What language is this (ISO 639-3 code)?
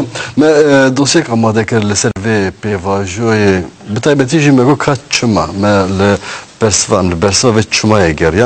kur